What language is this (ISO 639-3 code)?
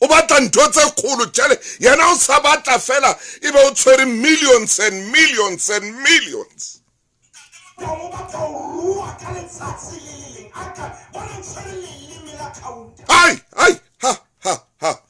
sot